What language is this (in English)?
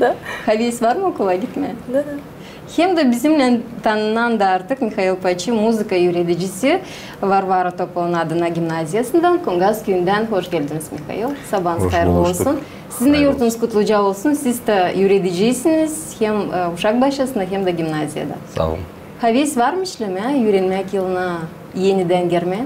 Gagauz